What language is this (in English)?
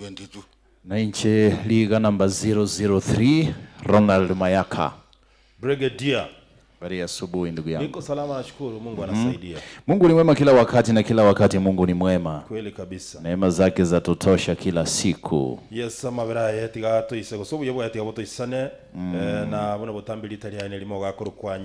Gusii